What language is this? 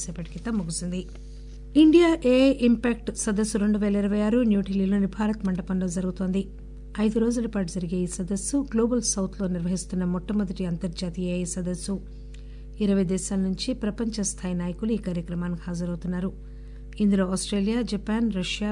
Telugu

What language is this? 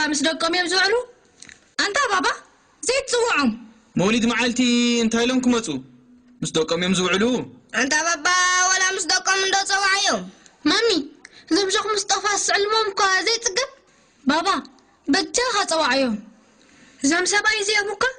Tigrinya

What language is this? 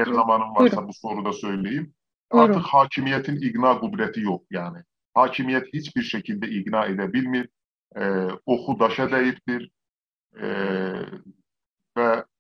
South Azerbaijani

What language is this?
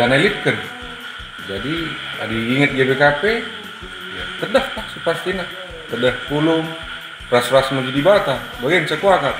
Batak Karo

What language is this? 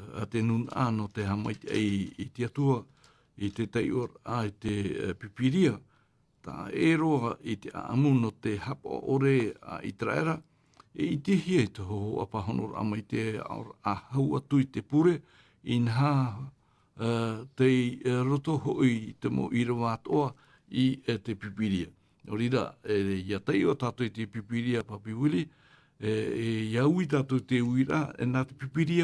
Tahitian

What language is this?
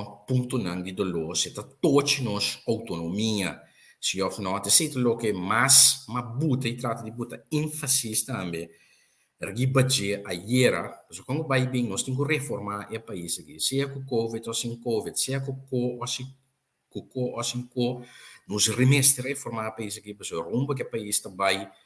Papiamento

